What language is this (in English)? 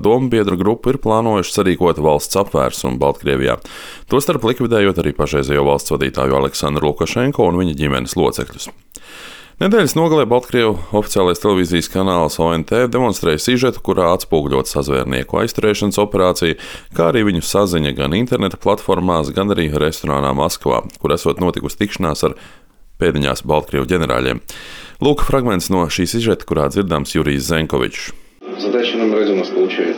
Latvian